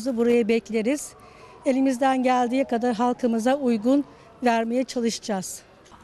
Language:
Turkish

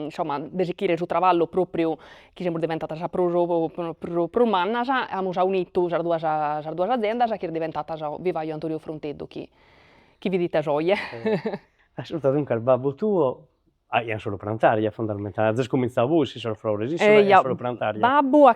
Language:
Sardinian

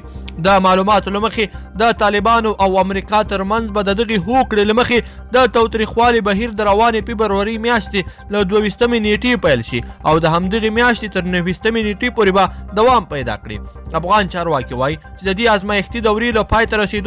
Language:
Pashto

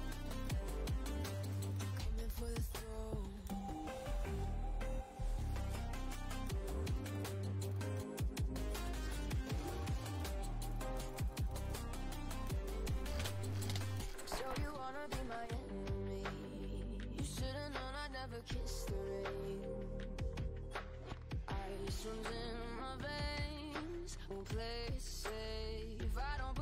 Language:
English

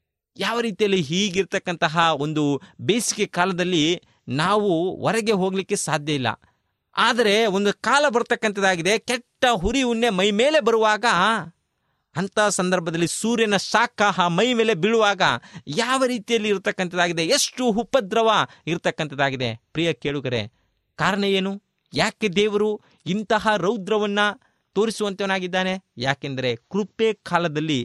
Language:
Kannada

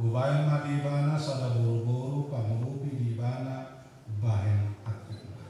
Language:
Batak Toba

